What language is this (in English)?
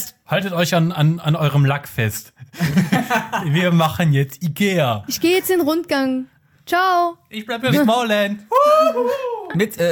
German